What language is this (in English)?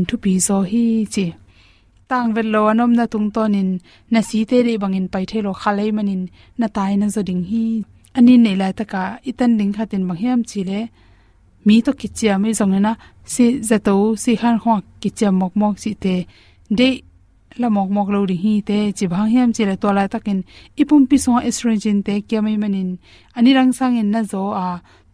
Tedim Chin